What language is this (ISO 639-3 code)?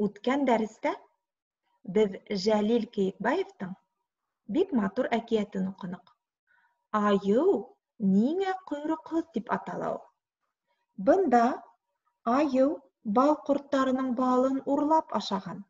bak